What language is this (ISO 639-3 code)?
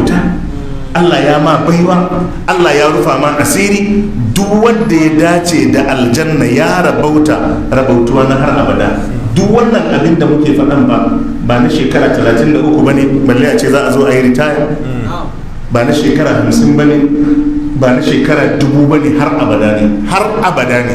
hau